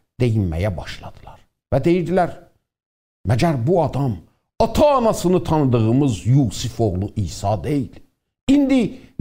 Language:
South Azerbaijani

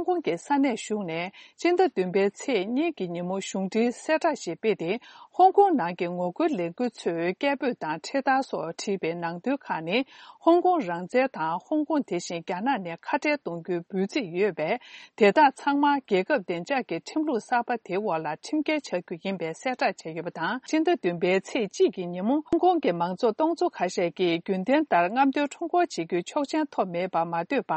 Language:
Tibetan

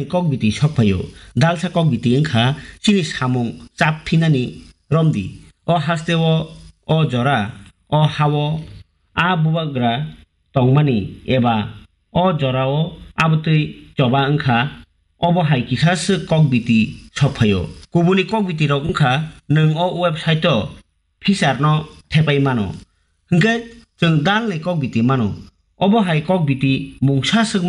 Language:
Kok Borok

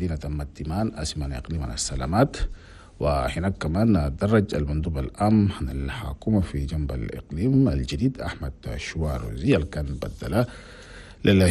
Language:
Chadian Arabic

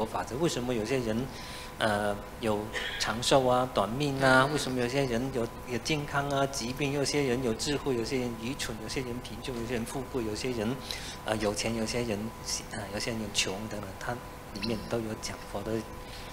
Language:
Chinese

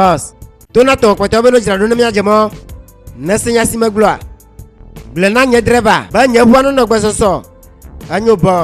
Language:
Ewe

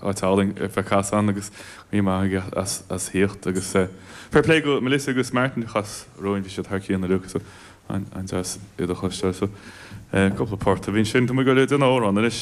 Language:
Irish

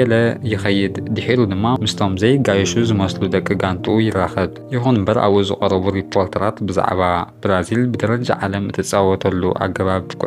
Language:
Tigrinya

